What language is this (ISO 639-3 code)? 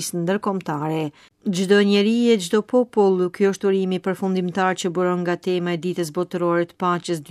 sqi